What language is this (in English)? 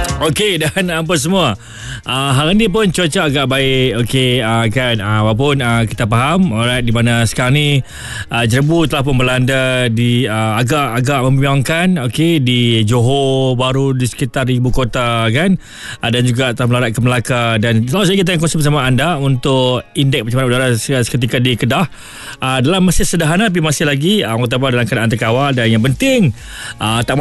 Malay